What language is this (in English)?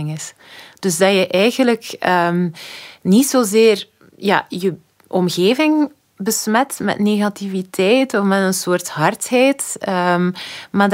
Dutch